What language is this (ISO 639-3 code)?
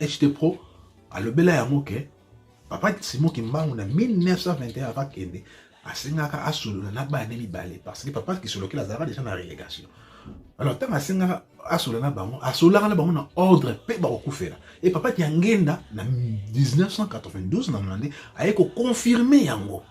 lin